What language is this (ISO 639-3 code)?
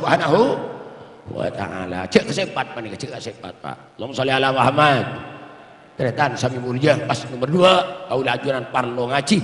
mad